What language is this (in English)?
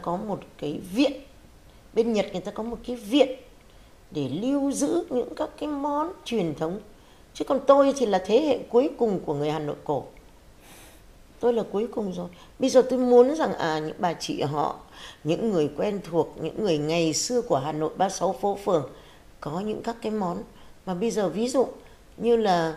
Vietnamese